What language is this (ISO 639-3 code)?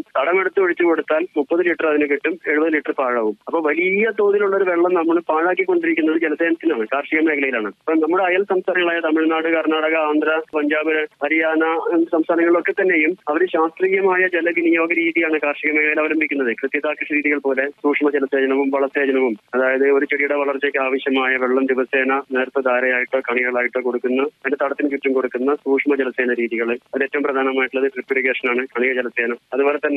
mal